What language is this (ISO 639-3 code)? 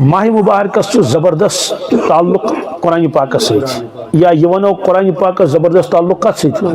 kas